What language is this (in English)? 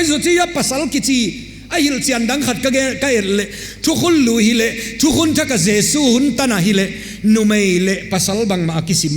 Paite Chin